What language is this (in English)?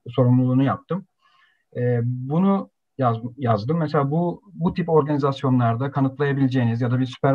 Turkish